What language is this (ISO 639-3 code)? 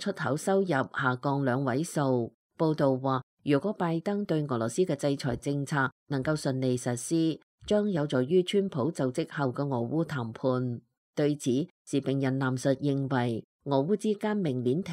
yue